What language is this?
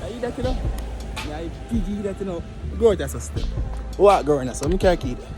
Jamaican Creole English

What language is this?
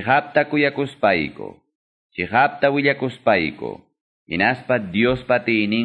Ayacucho Quechua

